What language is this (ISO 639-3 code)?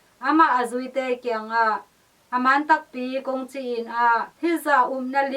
ctd